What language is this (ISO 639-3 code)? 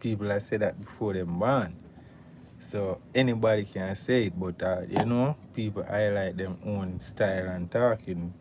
jam